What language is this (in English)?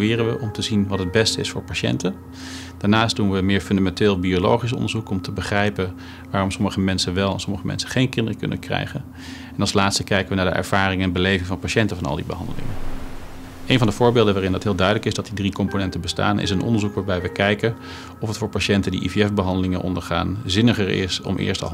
Dutch